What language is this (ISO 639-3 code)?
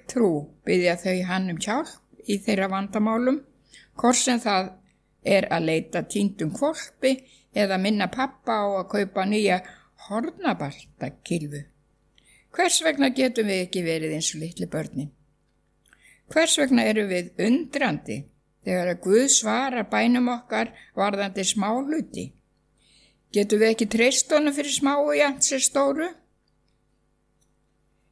isl